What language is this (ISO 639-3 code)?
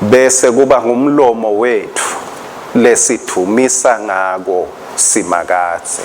ssw